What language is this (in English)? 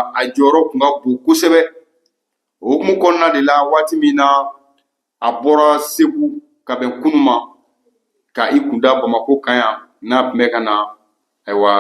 Bambara